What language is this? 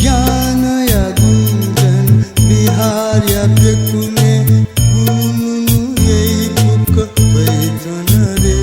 Newari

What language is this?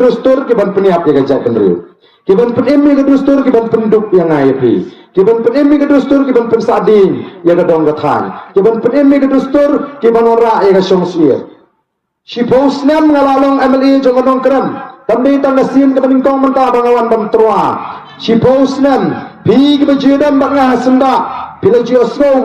Khasi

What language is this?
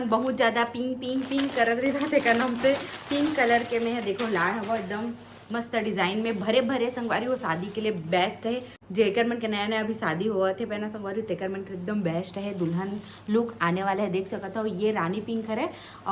Chhattisgarhi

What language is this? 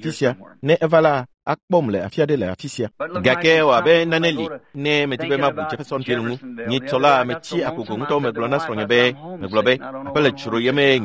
Ewe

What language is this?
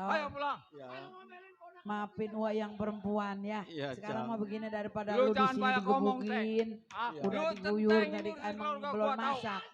Betawi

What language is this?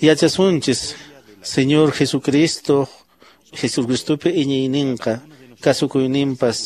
Quechua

